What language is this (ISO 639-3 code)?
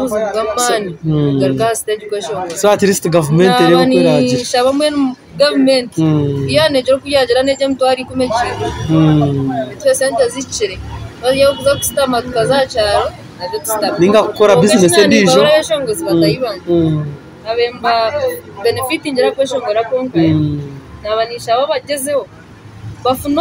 nyn